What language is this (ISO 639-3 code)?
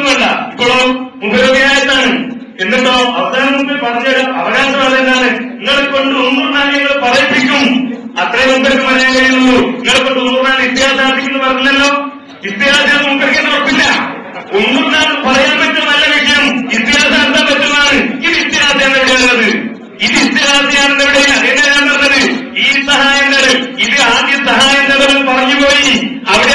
mal